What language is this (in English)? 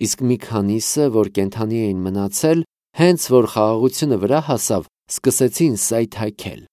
Armenian